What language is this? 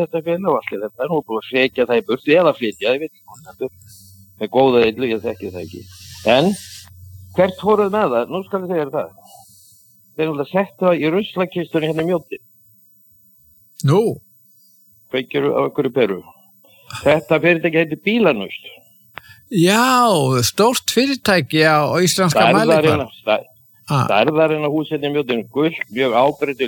Icelandic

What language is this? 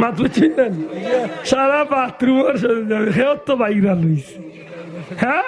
Sylheti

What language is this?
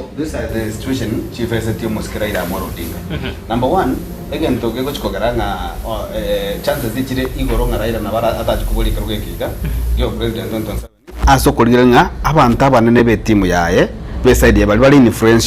Gusii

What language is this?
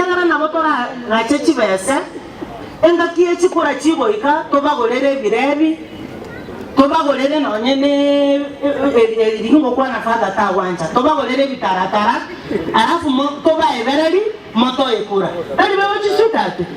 Gusii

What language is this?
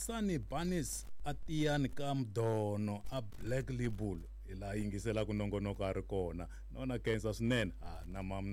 Tsonga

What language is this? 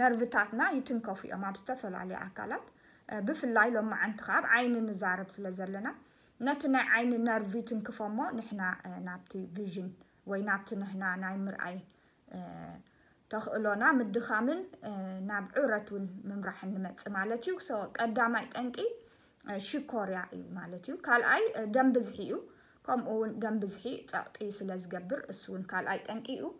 Tigrinya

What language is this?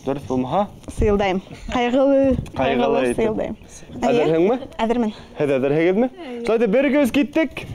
Bashkir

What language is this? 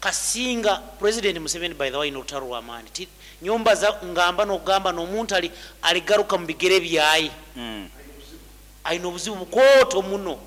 Nyoro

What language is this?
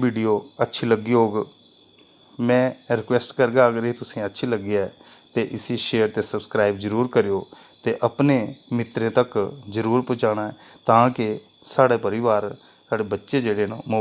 Dogri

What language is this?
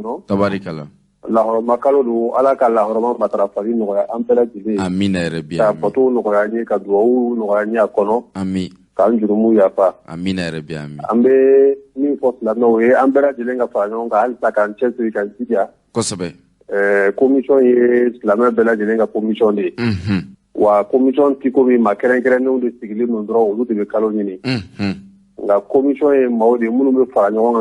Bambara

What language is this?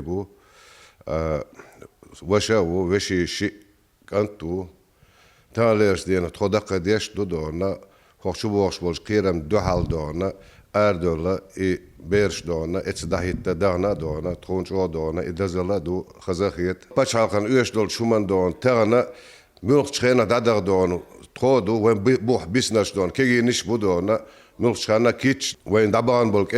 Chechen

